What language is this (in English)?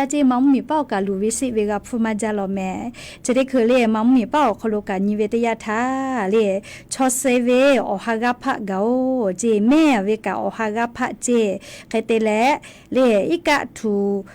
Lahu